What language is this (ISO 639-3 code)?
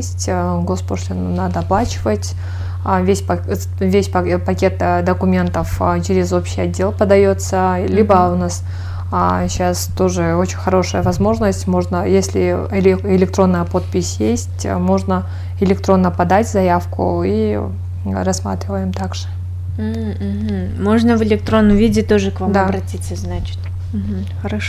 rus